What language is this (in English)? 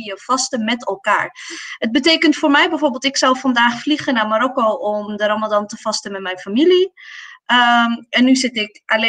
Dutch